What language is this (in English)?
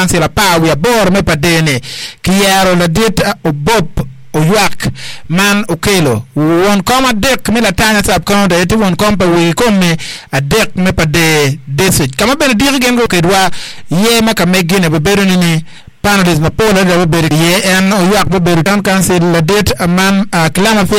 Acoli